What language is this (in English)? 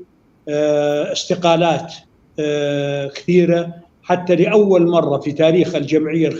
North Levantine Arabic